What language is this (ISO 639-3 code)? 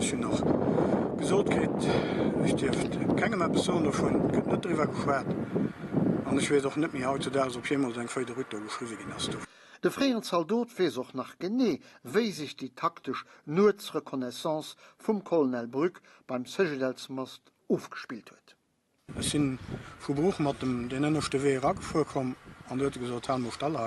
ltz